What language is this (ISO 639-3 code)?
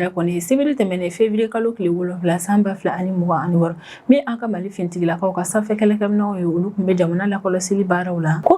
bam